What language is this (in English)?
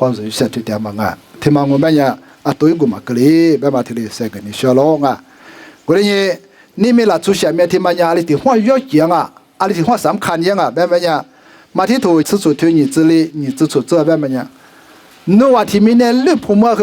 Lisu